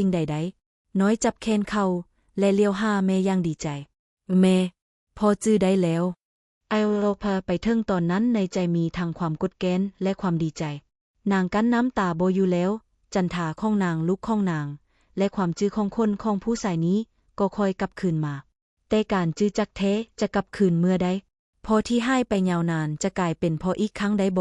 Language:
Lao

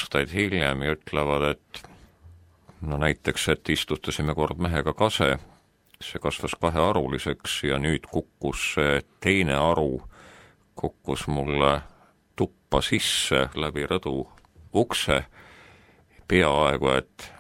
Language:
Estonian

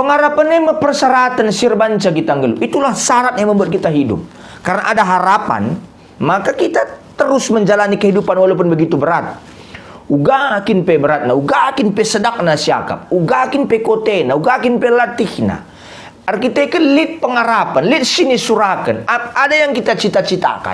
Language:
Batak Karo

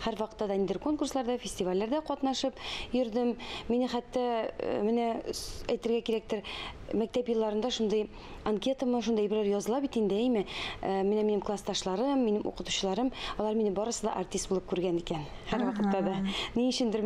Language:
Tatar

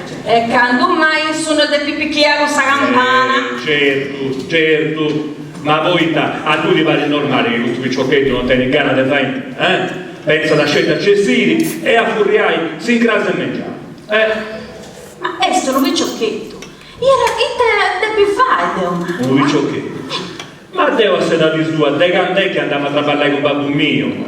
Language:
Sardinian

